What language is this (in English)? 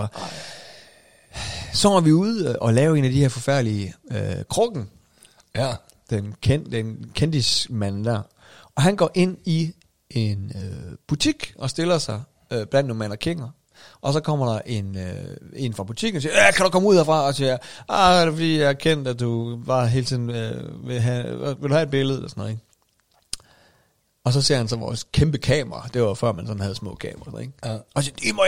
Danish